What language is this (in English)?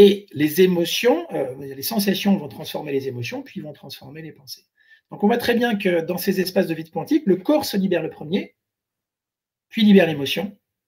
French